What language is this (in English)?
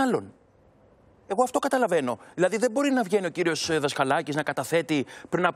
Greek